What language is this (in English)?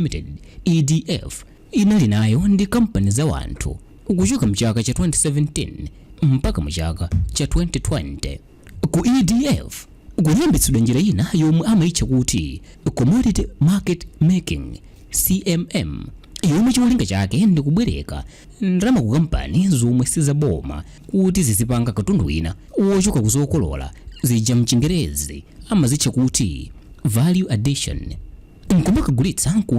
Nyanja